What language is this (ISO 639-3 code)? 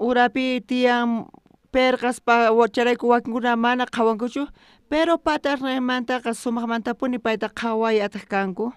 quh